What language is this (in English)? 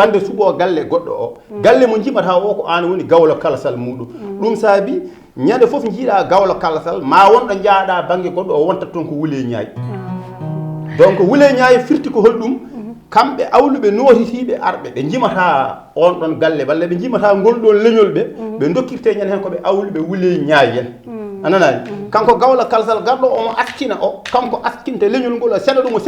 Fula